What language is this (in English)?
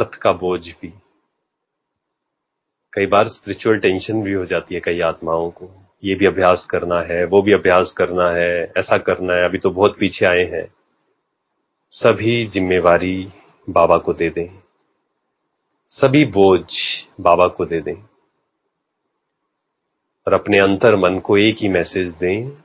Hindi